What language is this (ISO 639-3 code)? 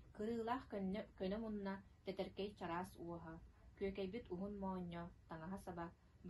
sah